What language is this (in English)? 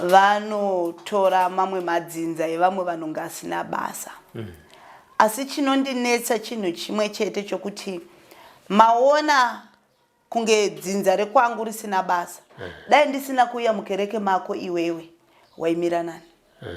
Shona